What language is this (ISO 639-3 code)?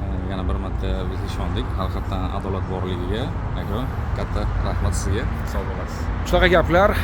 uzb